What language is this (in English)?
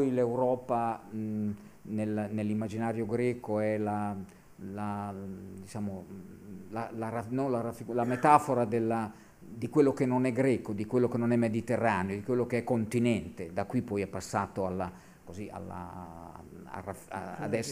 Italian